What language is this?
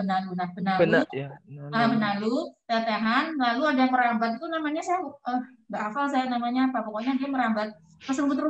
Indonesian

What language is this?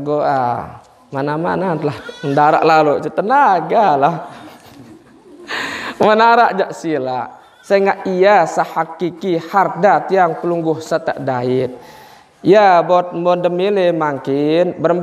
Sasak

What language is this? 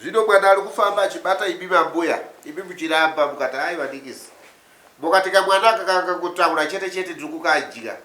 Shona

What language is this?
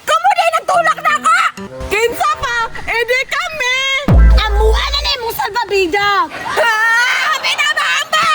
Cebuano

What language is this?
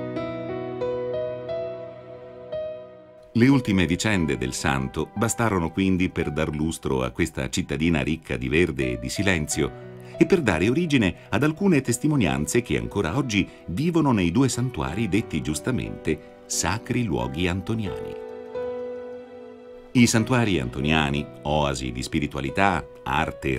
Italian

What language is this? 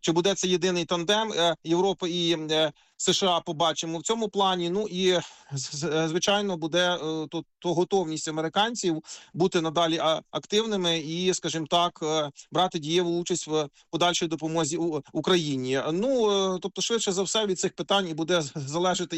Ukrainian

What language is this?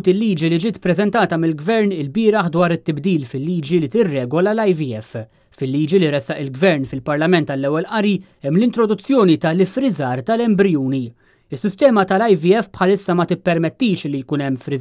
Maltese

